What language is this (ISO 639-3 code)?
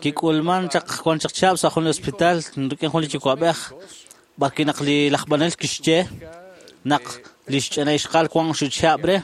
kek